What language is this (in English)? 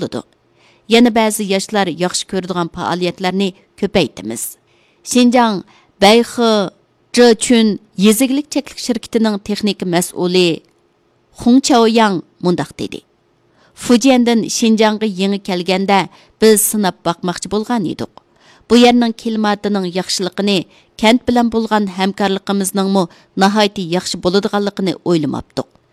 Uyghur